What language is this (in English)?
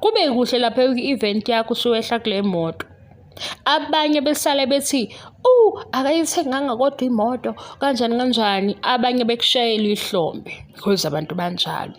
Zulu